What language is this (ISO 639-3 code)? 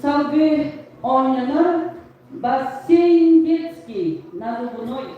sah